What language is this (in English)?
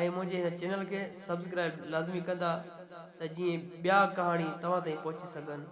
Sindhi